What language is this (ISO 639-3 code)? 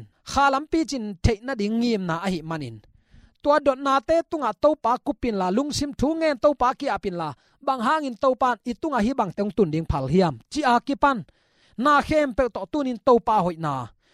ctd